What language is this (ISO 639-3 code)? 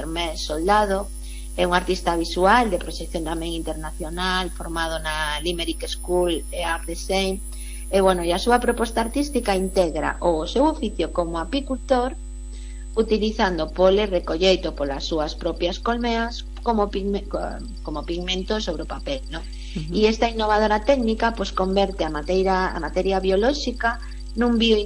glg